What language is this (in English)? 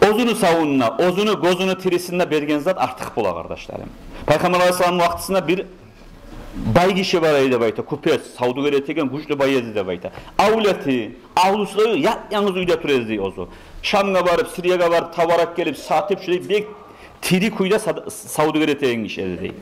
Kumyk